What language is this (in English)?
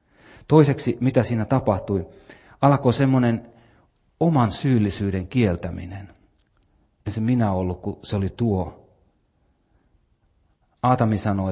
Finnish